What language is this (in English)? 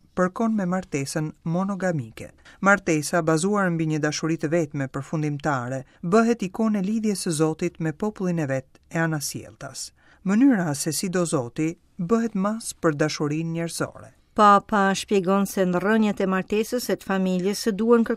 Albanian